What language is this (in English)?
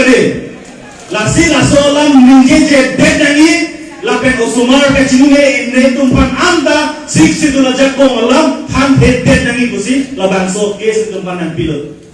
Karbi